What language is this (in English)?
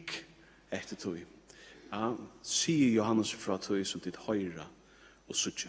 Faroese